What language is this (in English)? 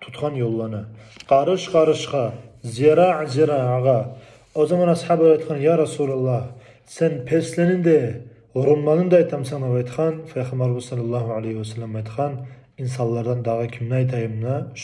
Kumyk